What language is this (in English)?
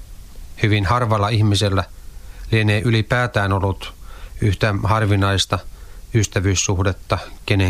Finnish